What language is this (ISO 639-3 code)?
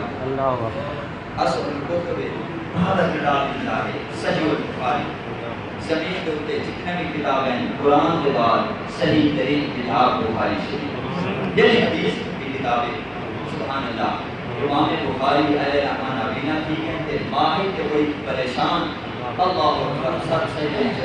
skr